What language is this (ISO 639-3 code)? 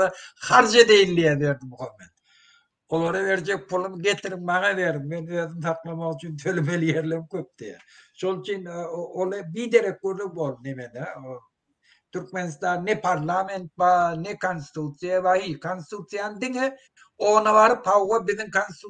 tuk